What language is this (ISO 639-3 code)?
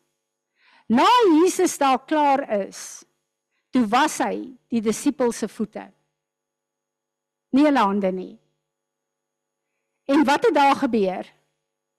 afr